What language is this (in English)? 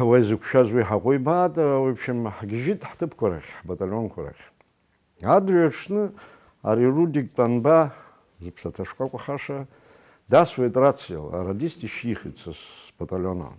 Abkhazian